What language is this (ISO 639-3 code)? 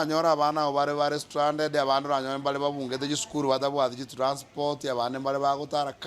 guz